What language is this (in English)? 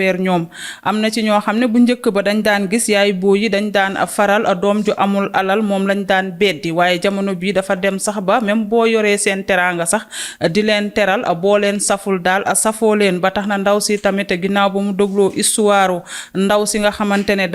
Wolof